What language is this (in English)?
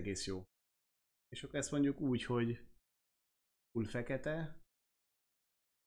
Hungarian